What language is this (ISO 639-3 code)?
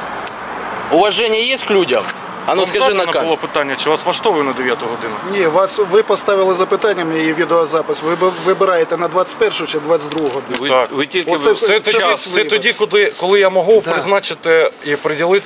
ukr